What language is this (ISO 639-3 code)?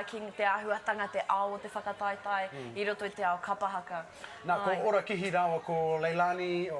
mri